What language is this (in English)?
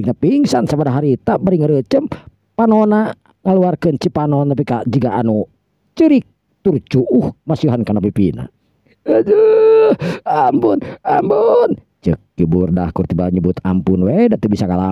Sundanese